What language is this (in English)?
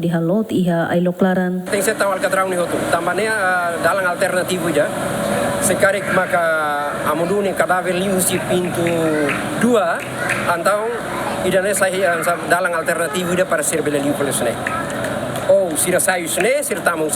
Tetum